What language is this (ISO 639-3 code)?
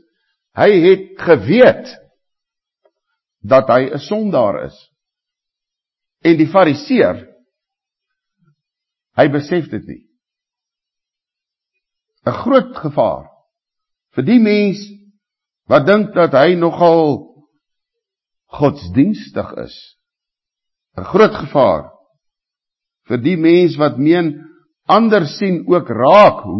afr